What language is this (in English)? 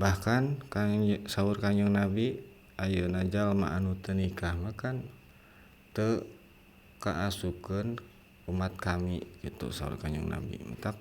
Sundanese